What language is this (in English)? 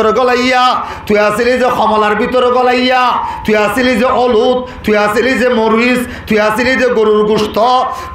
Rohingya